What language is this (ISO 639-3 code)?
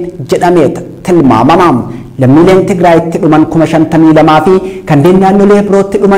orm